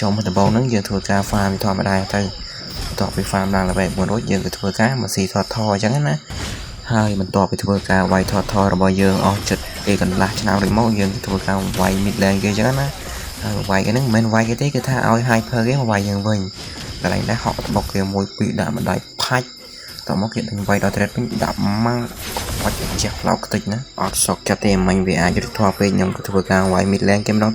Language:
Khmer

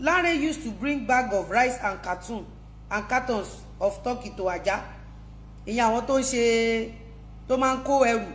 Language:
Yoruba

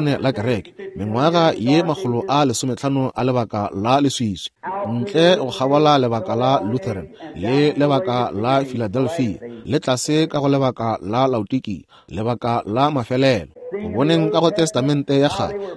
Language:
Northern Sotho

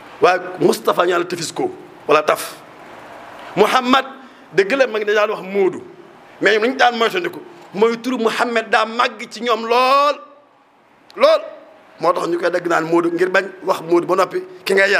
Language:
Wolof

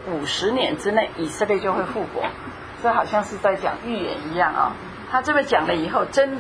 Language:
Chinese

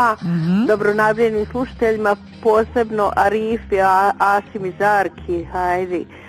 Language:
Bosnian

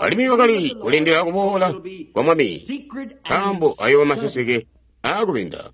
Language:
Tonga (Zambia)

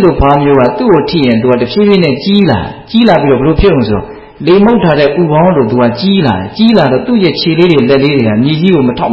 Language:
Burmese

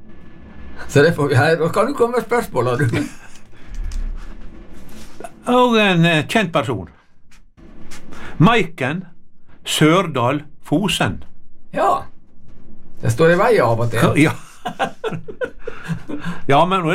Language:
Norwegian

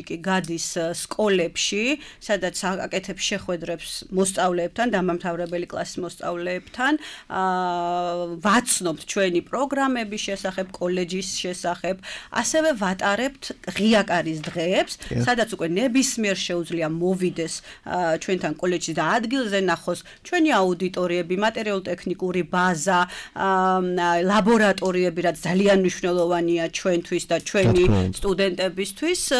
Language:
Georgian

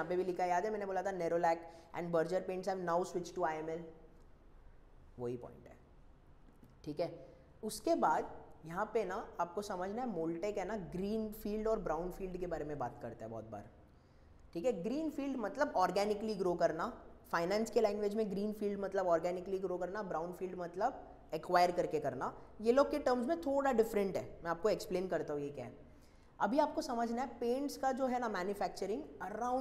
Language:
Hindi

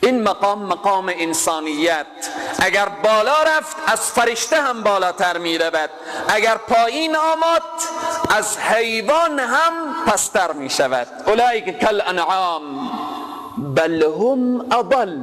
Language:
Persian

